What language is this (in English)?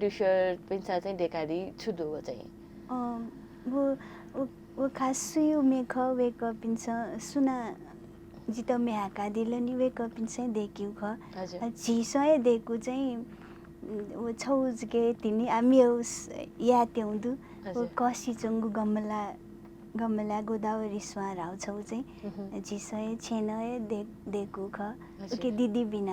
Newari